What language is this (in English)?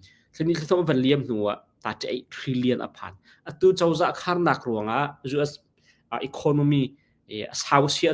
Hakha Chin